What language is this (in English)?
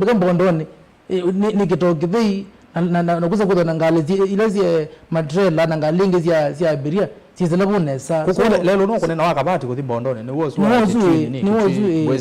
Kamba